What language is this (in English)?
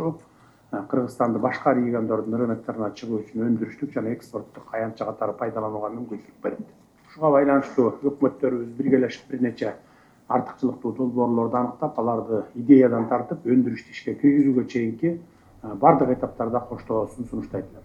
Kyrgyz